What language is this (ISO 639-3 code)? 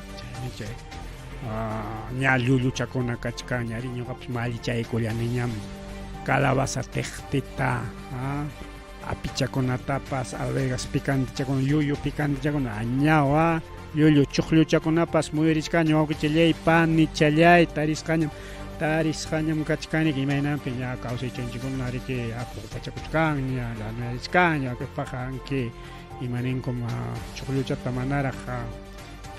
quy